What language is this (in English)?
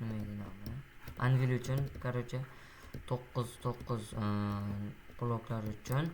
Uzbek